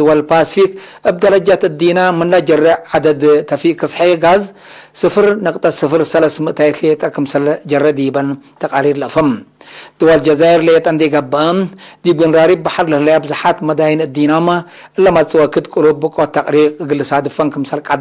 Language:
Tigre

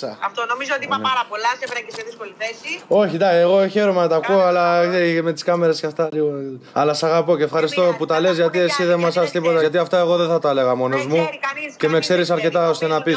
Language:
Greek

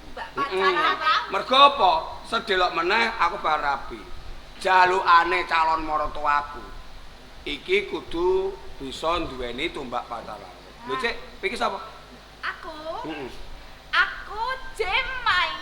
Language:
Javanese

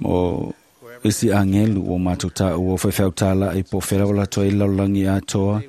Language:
Samoan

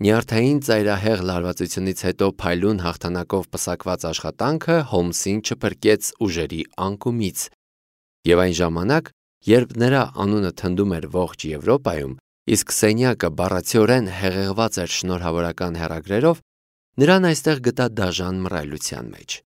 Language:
Armenian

